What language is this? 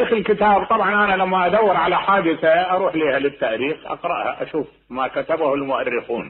Mesopotamian Arabic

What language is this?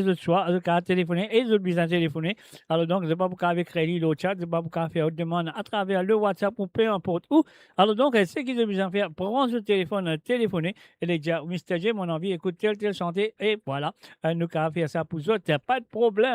Morisyen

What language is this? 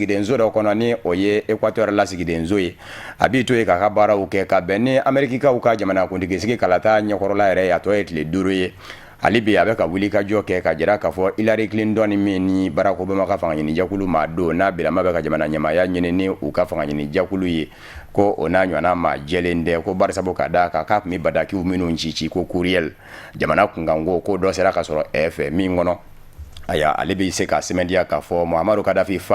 Bambara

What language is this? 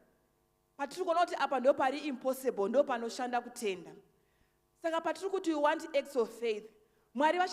Shona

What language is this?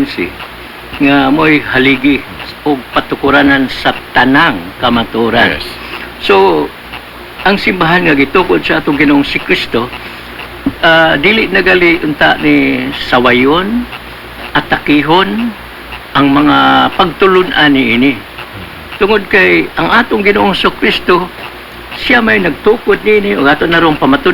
Cebuano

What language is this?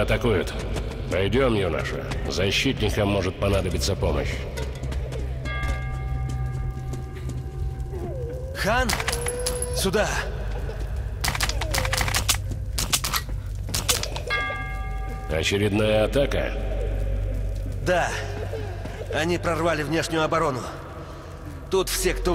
Russian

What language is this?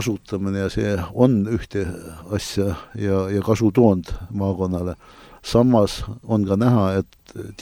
Estonian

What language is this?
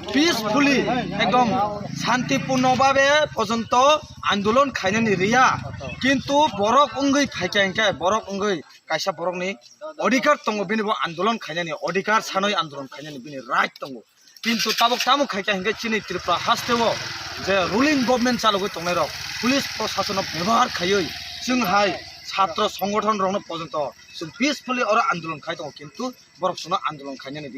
Kok Borok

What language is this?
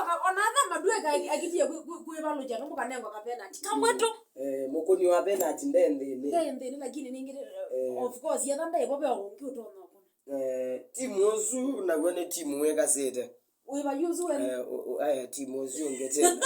Kamba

